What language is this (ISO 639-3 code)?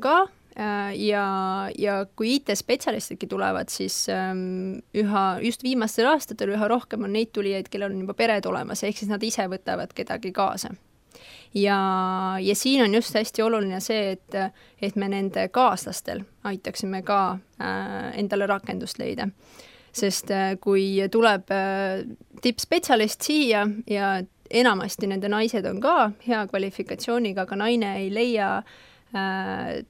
est